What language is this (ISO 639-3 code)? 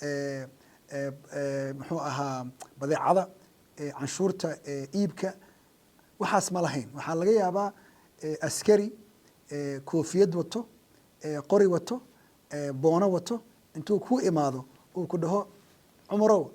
som